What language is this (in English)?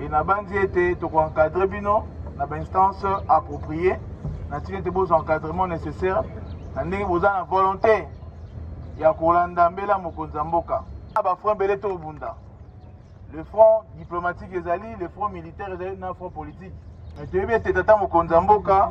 Lingala